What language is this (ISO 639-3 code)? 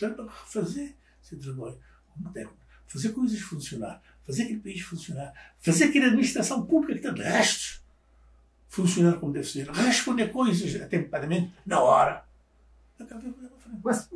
kea